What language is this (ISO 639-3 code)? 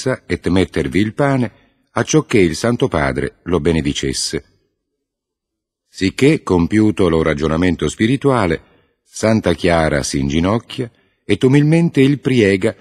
ita